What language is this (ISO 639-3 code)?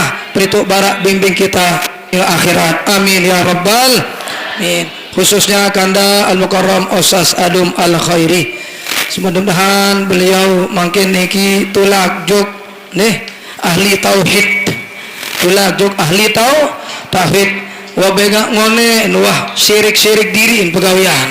sas